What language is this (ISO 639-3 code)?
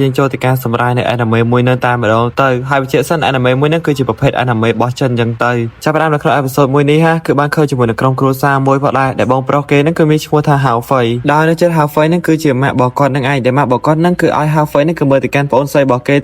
khm